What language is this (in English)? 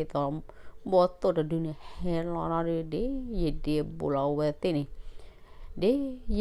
S'gaw Karen